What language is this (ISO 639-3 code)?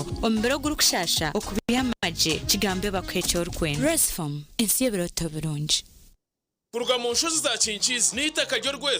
nyn